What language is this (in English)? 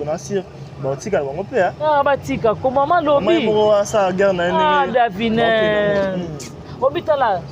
Lingala